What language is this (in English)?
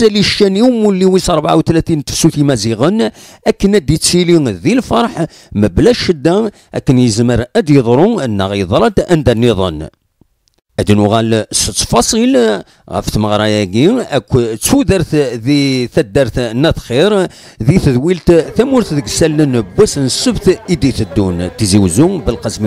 Kabyle